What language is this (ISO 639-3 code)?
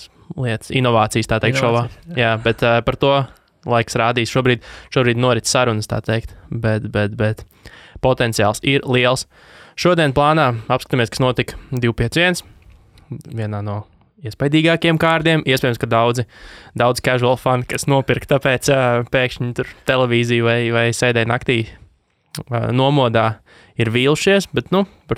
lav